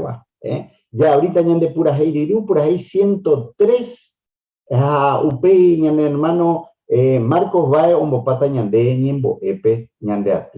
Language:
Guarani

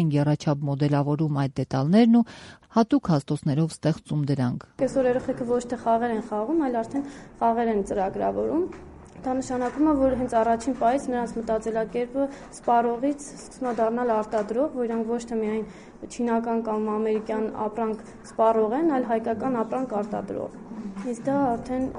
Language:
Armenian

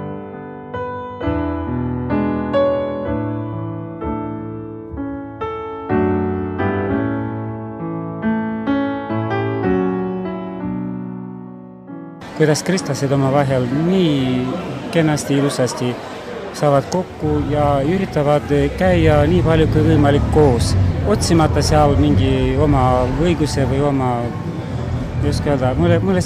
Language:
Estonian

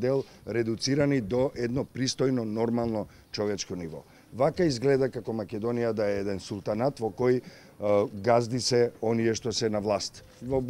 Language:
Macedonian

